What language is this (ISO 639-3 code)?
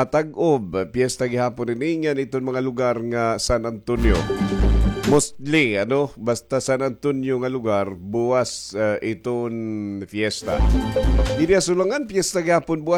war